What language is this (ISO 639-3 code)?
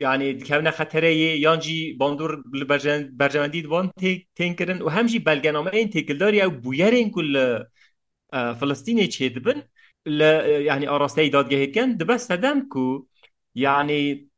kur